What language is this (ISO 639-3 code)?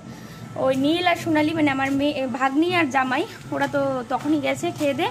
ben